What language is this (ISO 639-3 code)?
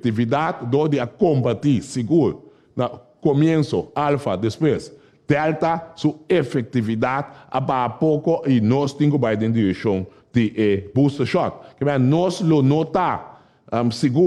pap